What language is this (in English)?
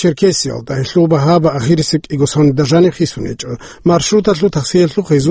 Avaric